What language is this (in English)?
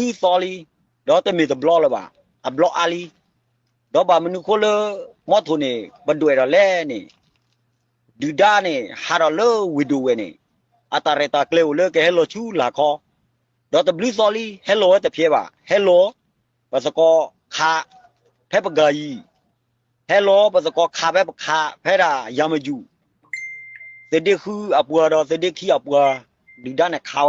S'gaw Karen